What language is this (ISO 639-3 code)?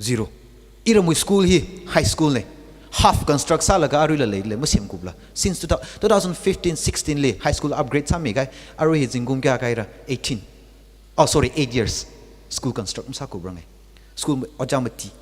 nmf